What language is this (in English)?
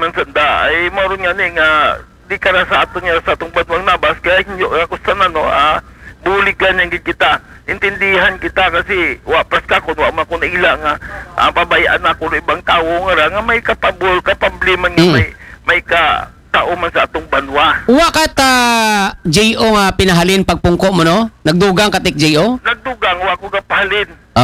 Aklanon